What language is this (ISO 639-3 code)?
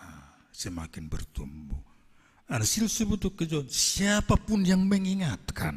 bts